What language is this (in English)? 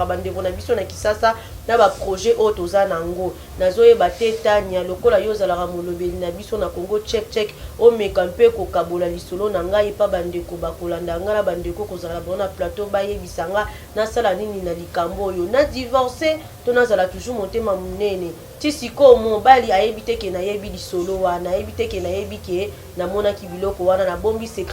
Lingala